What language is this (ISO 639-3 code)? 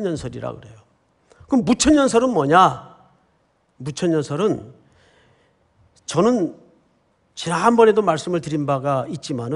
kor